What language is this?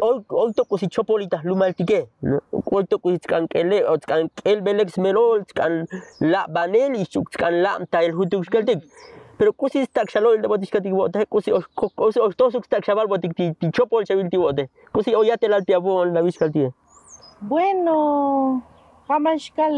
Tzotzil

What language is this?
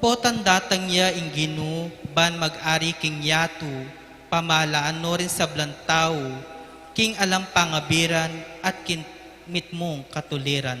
Pampanga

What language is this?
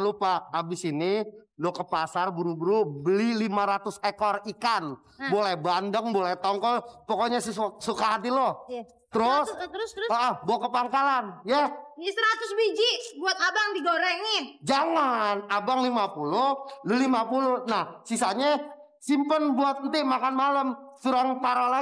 Betawi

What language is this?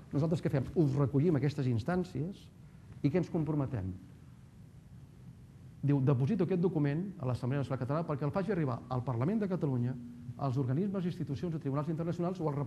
Catalan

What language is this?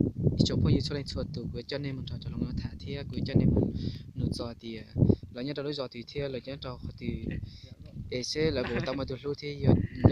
Hmong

